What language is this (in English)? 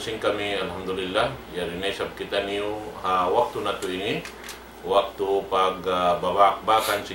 Tausug